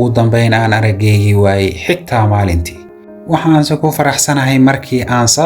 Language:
Somali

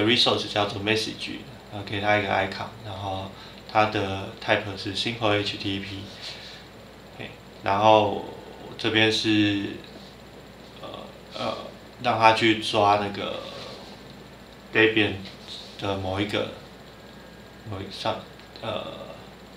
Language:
Chinese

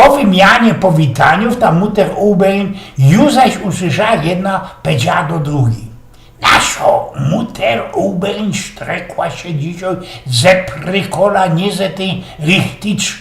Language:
Silesian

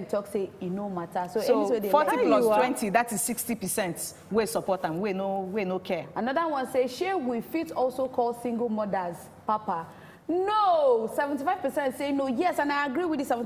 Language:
Nigerian Pidgin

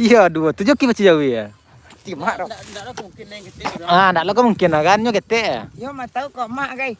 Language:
Minangkabau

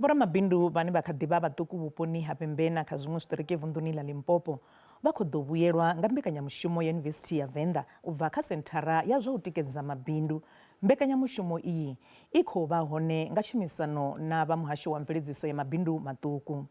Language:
Venda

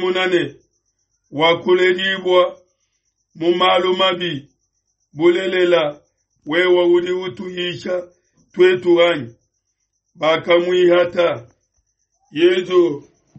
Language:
Luba-Lulua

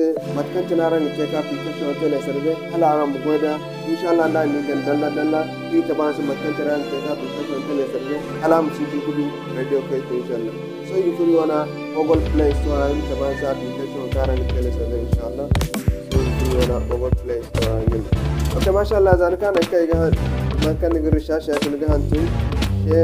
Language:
Zarma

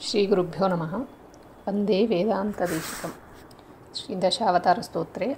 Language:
Sanskrit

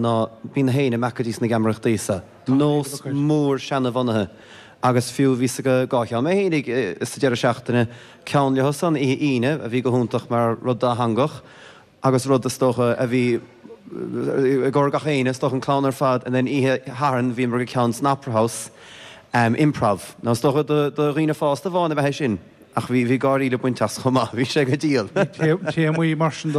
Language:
Irish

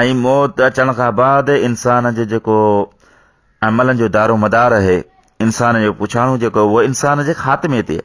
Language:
Sindhi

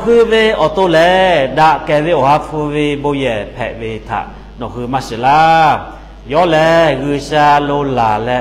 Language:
Lahu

